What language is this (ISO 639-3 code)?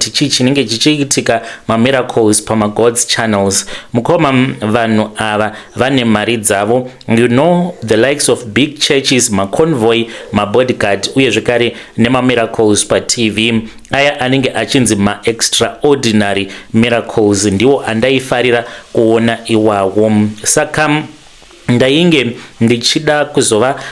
sna